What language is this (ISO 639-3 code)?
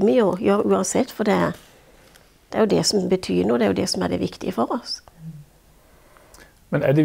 nor